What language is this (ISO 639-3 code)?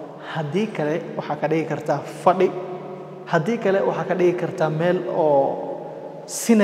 som